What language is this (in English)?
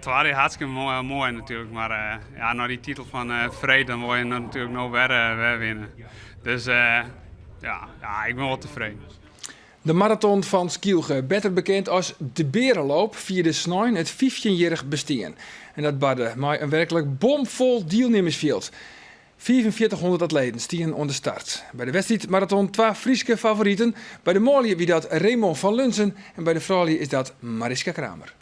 Western Frisian